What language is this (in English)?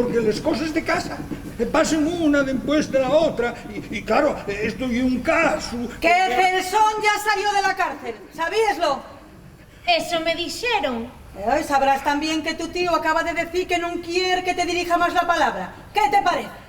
Asturian